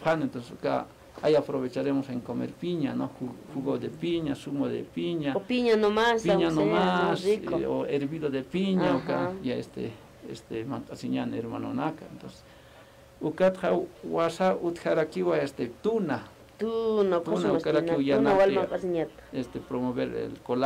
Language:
Aymara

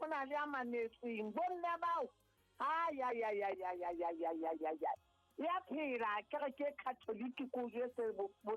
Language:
Southern Sotho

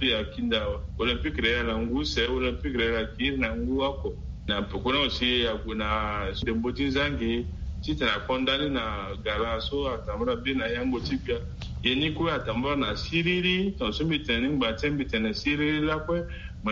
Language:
Sango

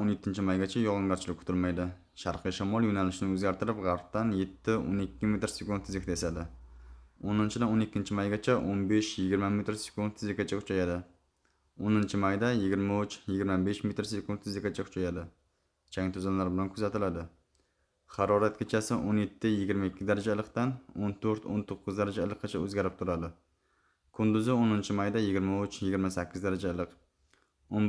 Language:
Uzbek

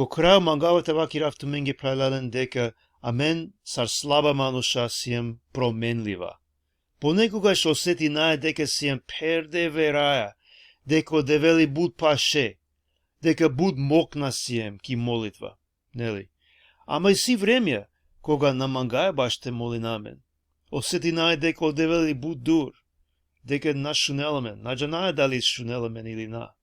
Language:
Balkan Romani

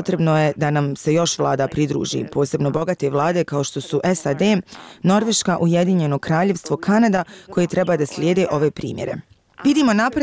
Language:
Bosnian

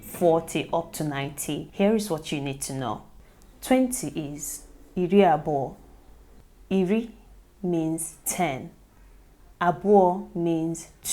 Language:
Igbo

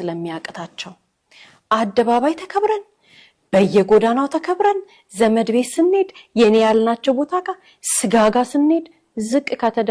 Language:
Amharic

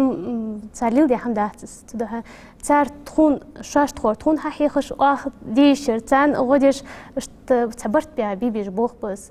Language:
Ingush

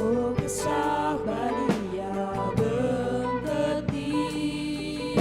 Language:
Batak Karo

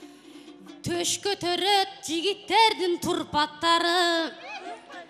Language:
Kyrgyz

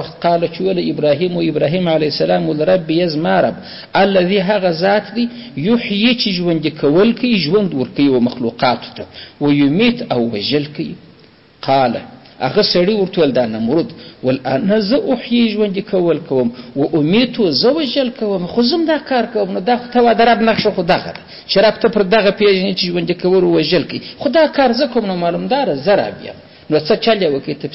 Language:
Pashto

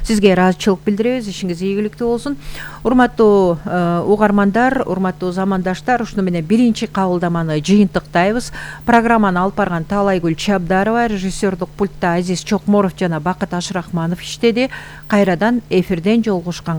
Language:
Kyrgyz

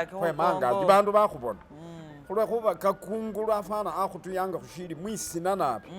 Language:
Masaaba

